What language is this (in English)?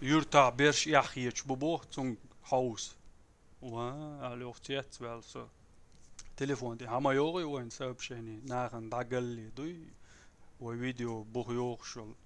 Chechen